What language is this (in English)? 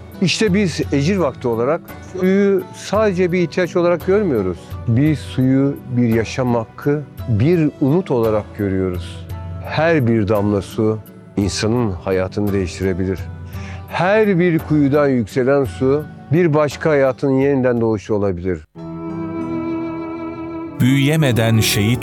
Turkish